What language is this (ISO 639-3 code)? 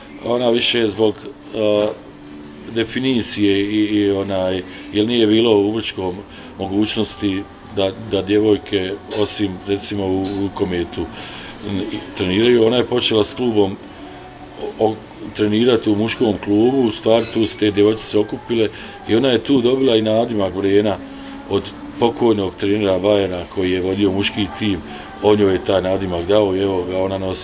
bos